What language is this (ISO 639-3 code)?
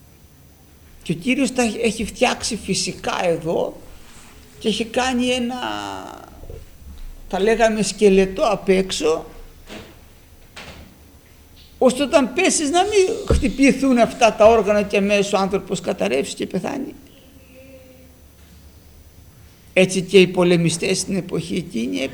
ell